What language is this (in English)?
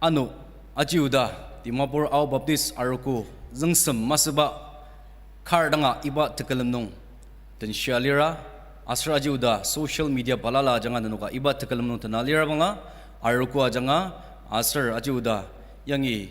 Ao Naga